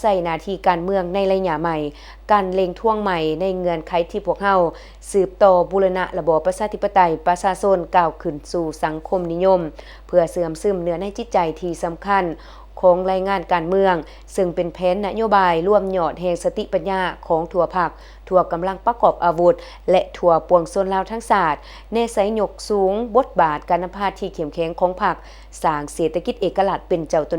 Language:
Lao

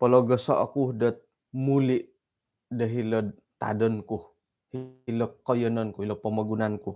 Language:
Central Dusun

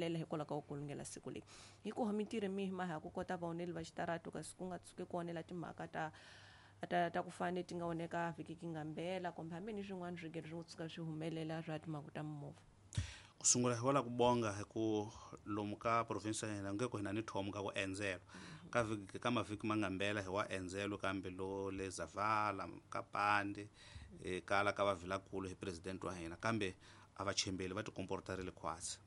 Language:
Tsonga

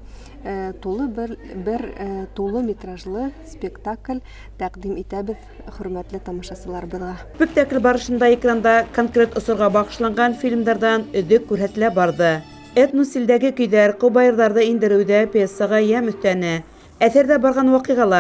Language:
Bashkir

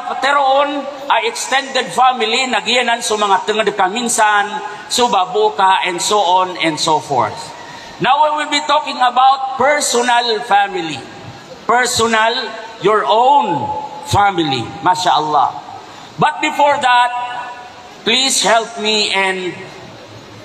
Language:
Maranao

